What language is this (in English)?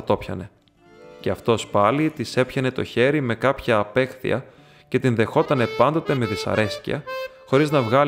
Greek